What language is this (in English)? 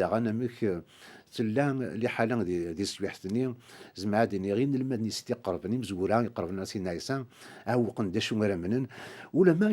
Kabyle